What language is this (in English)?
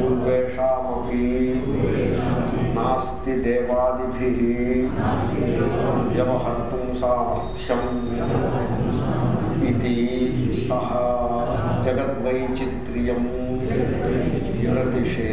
Telugu